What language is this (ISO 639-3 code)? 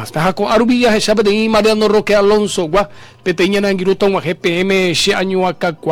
grn